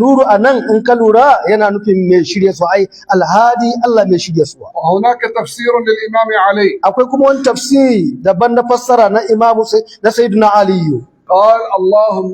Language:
Hausa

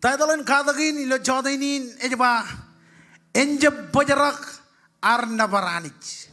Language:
Marshallese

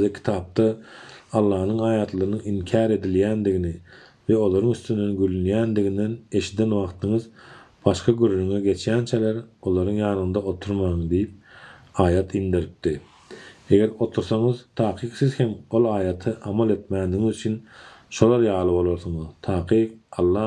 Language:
Turkmen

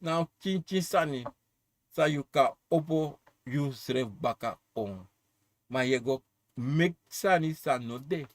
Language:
Sranan Tongo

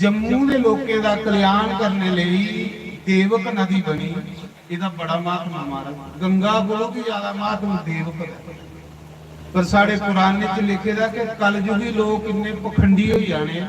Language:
Dogri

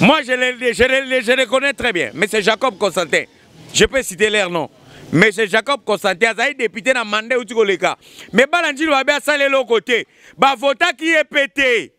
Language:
Lingala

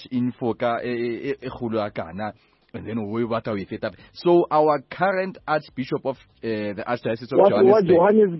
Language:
Southern Sotho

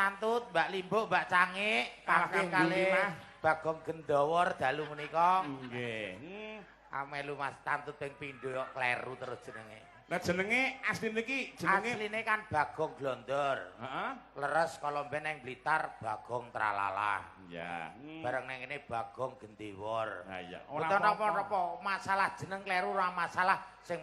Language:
Javanese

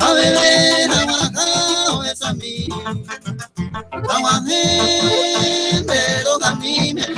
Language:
Guarani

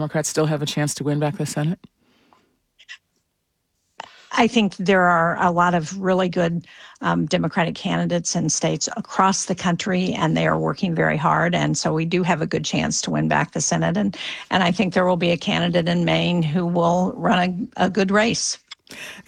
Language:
English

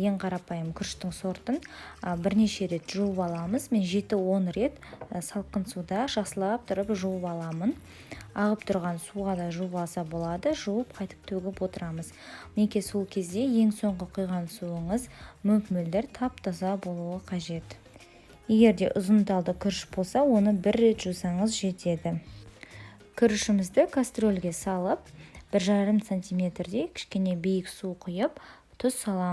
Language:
Kazakh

